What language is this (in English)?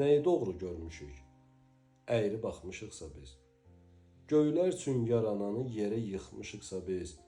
Azerbaijani